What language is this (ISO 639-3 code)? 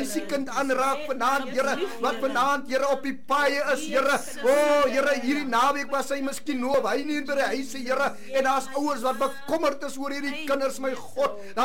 afr